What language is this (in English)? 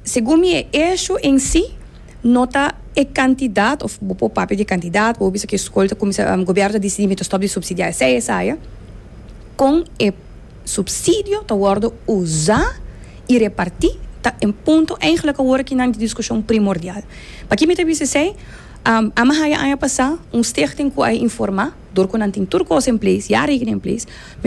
Papiamento